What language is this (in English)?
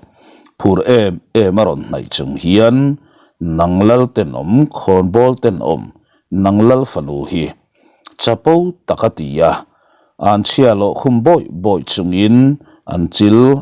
Mizo